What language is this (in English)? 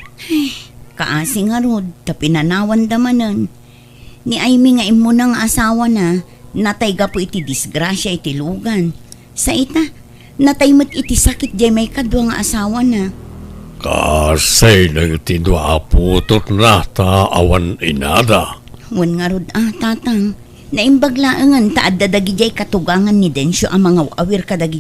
Iloko